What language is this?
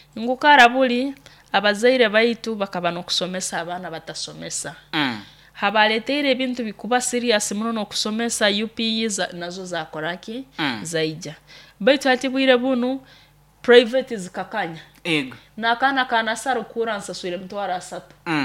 Nyoro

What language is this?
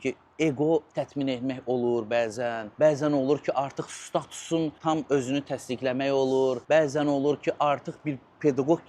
Azerbaijani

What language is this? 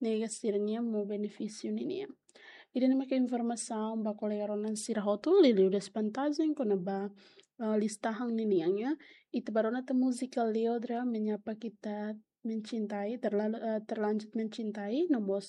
Tetum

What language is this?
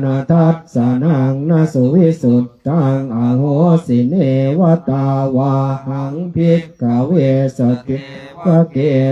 Pali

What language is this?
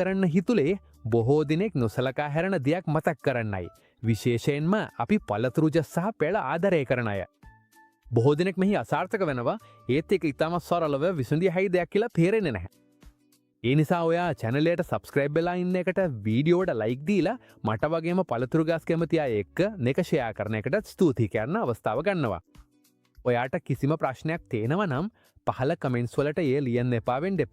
Sinhala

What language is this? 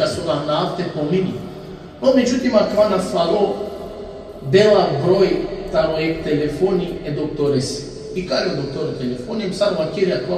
Balkan Romani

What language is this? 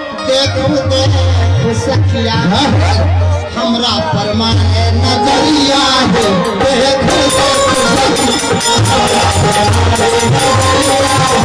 Maithili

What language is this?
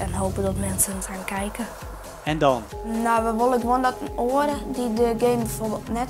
Western Frisian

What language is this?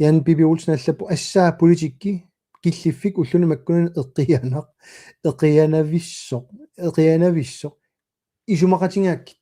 Kalaallisut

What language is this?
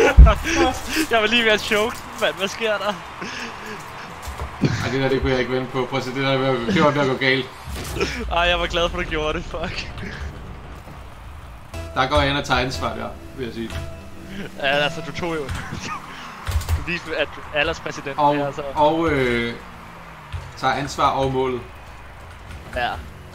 Danish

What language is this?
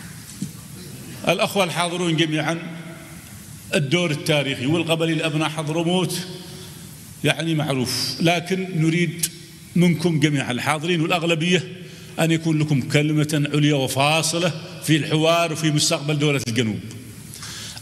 Arabic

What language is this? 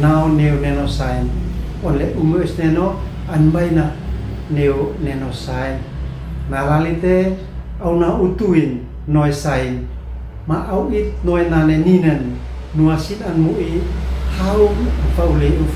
Uab Meto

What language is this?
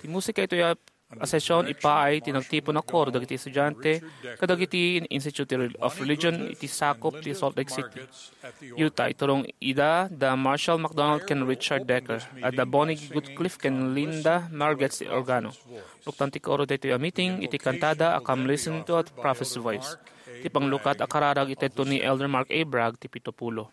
Iloko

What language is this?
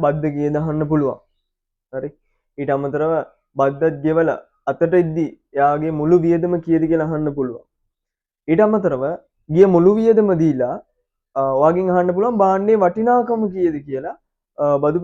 Sinhala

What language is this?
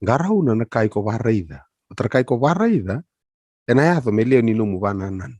Fijian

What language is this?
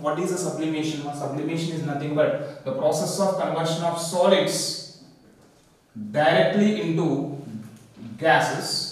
English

